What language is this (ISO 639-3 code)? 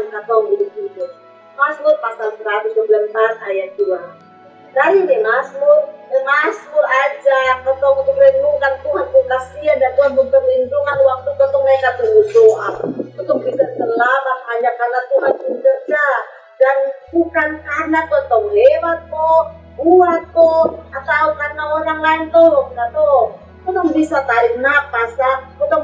mkn